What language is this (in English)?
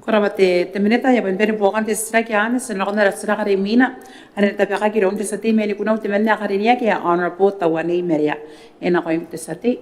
Gilbertese